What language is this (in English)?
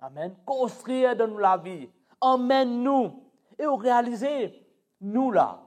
Morisyen